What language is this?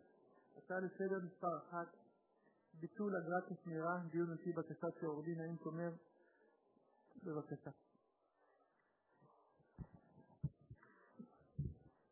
Hebrew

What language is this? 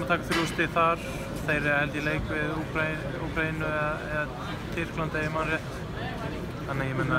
Icelandic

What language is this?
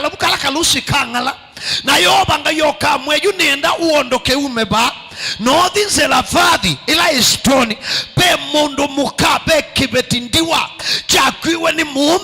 Kamba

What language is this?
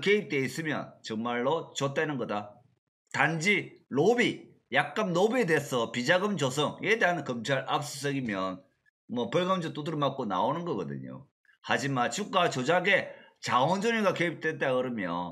Korean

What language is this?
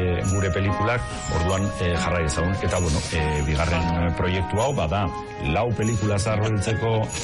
Basque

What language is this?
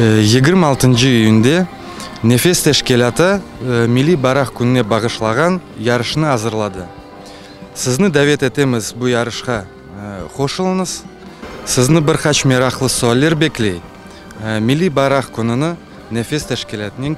Crimean Tatar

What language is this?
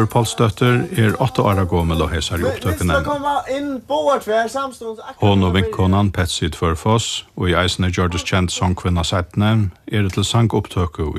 Faroese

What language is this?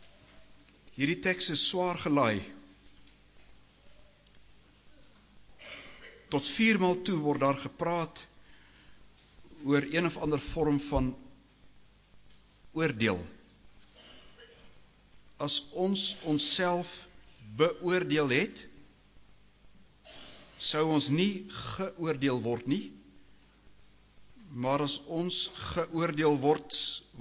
Afrikaans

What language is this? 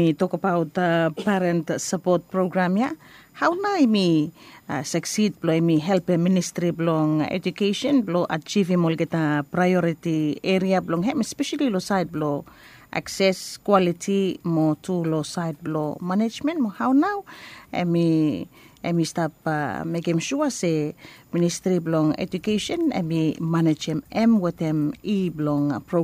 Bislama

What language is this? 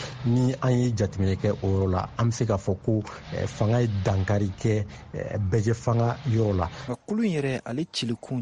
Bambara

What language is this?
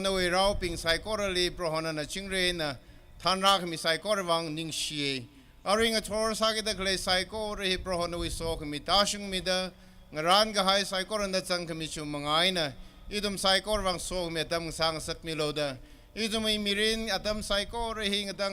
Tangkhul Naga (India)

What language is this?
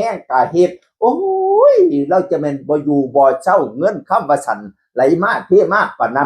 Northeastern Thai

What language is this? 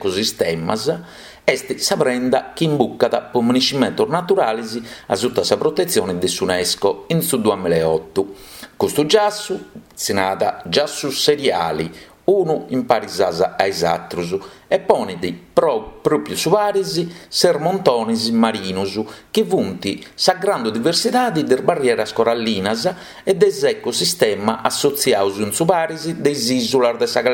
Sardinian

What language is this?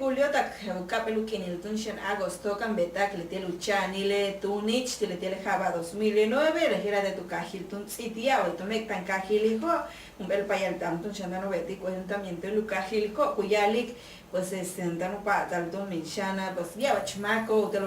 Yucateco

